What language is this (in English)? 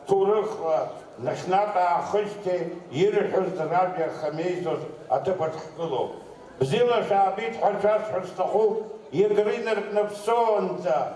Abkhazian